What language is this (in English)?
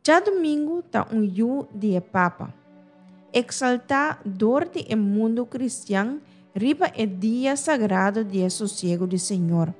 Papiamento